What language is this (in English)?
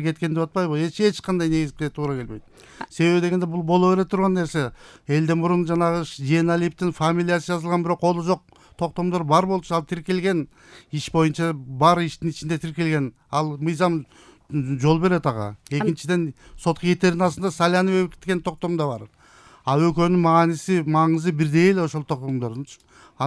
Kyrgyz